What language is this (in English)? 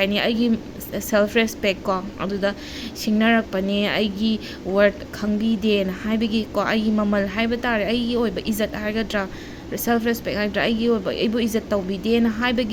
Manipuri